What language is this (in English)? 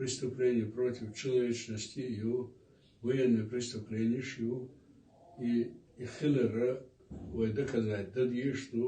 Chechen